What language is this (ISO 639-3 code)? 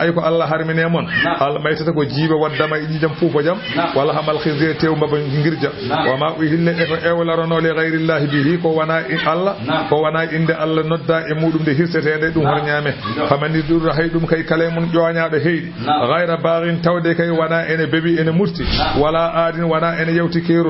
ful